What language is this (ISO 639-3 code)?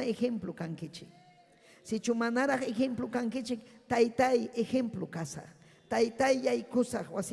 quy